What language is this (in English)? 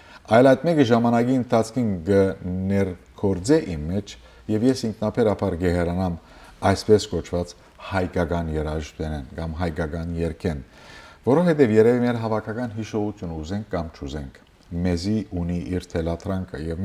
Western Armenian